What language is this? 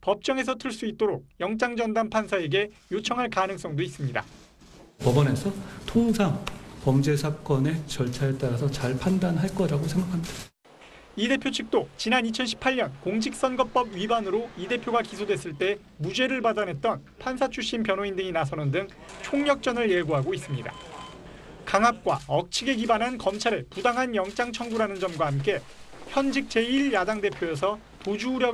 Korean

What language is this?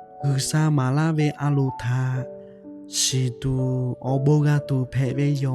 Lahu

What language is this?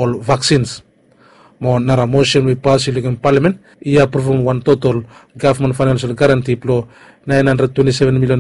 Bislama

